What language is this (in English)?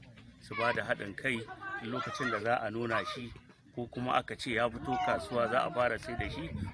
Hausa